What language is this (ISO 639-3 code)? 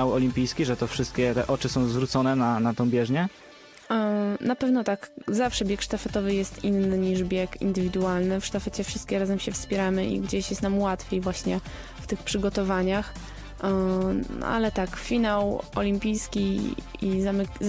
pol